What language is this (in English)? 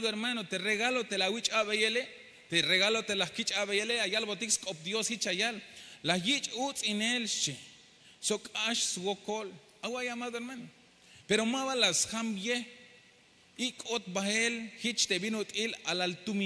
Tzeltal